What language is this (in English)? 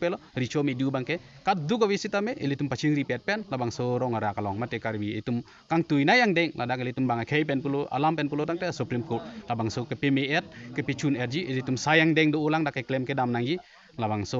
Karbi